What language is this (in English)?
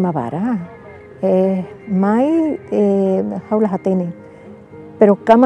Tetum